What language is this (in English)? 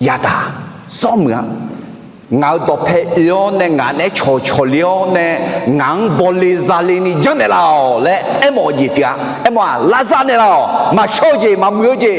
Akha